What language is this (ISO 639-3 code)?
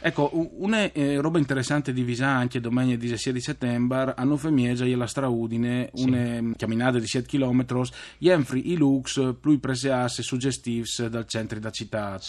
fur